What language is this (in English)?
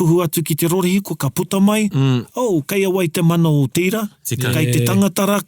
Māori